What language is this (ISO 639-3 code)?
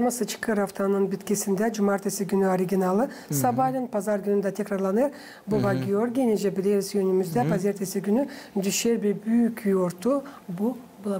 gag